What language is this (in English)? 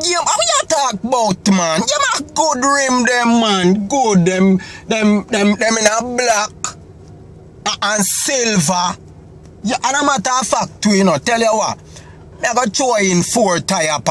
Jamaican Creole English